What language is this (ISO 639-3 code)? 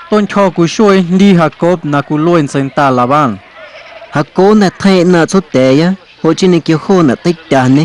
amu